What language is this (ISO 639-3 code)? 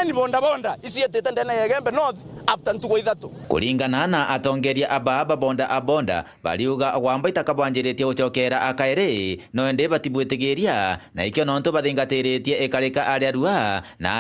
mer